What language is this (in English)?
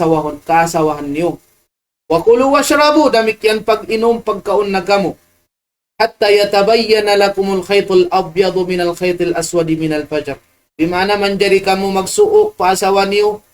Tausug